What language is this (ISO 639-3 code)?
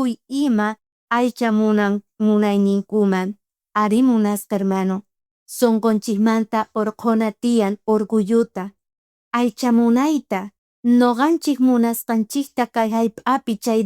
quh